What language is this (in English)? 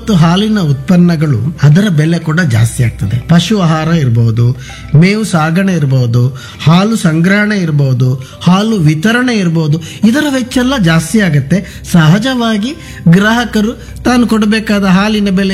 Kannada